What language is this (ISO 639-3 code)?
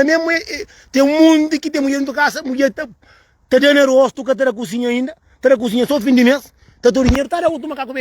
kea